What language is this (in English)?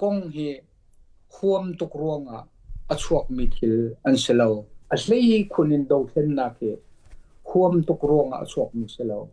Hakha Chin